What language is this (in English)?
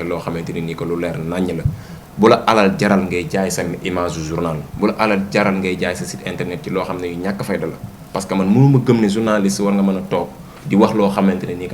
Wolof